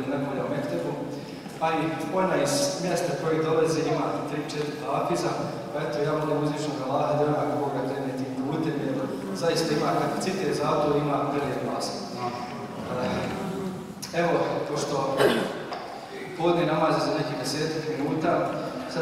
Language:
Bosnian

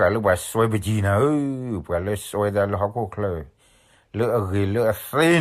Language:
S'gaw Karen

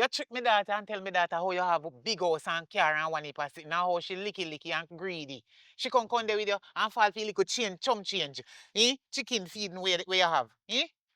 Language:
Jamaican Creole English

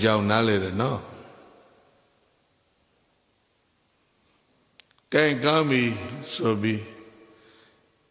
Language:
Burmese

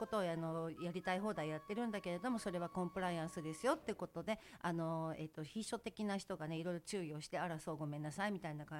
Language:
Japanese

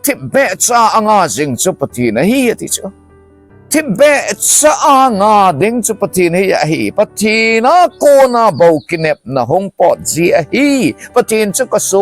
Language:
Thado Chin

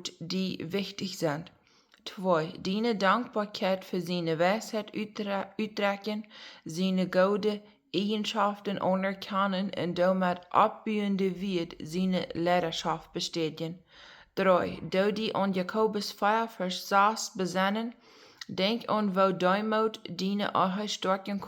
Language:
Plautdietsch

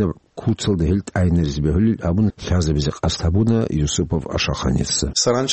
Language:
Avaric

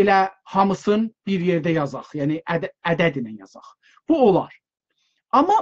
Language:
South Azerbaijani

